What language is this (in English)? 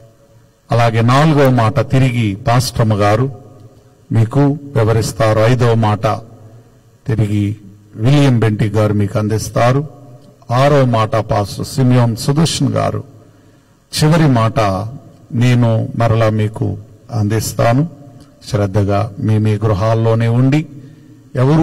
Telugu